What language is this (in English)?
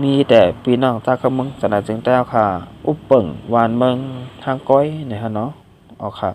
Shan